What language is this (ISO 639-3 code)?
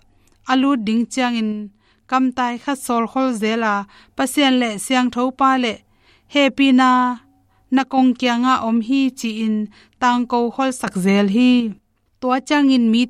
ctd